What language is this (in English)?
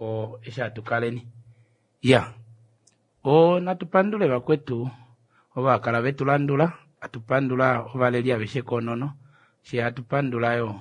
Kuanyama